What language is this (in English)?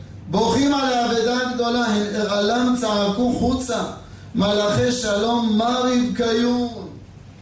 Hebrew